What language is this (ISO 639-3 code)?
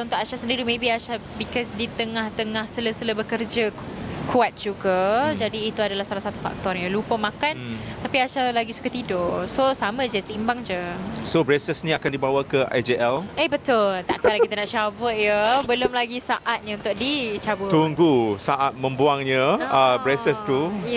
msa